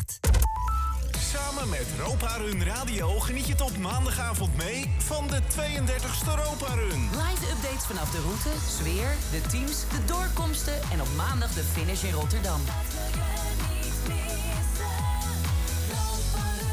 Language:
Dutch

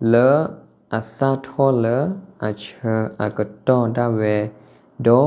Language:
S'gaw Karen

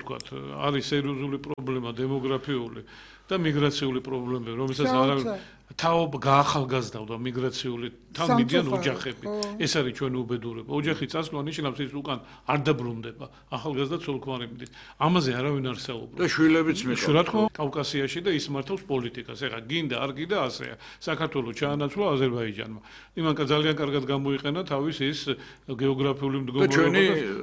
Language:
Georgian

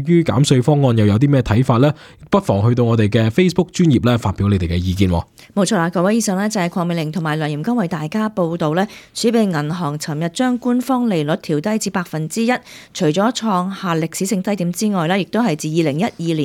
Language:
Cantonese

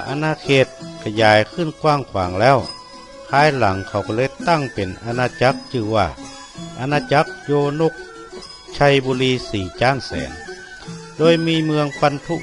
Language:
Northern Thai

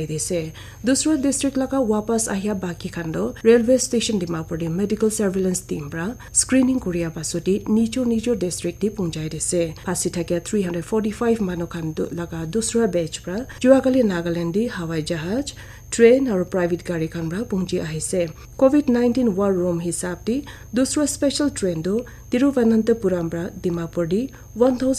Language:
Naga Pidgin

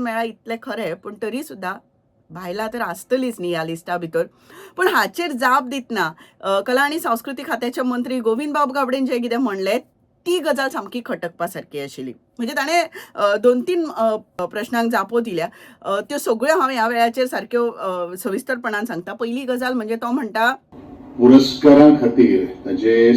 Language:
Konkani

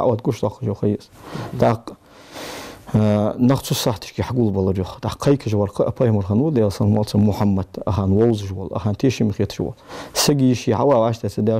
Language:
Ingush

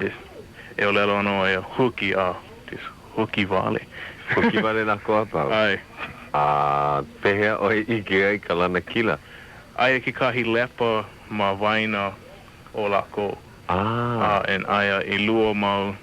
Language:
Hawaiian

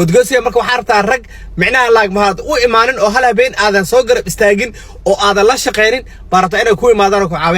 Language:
Somali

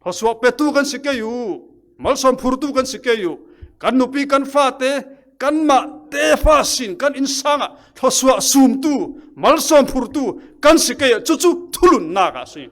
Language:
Falam Chin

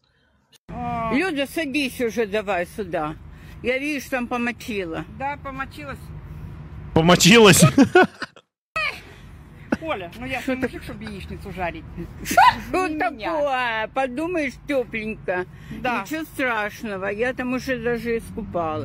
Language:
Russian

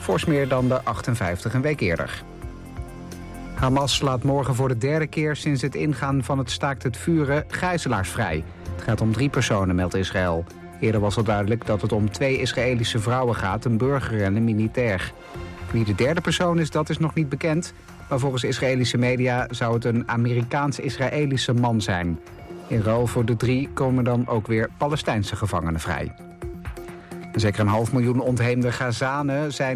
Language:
Dutch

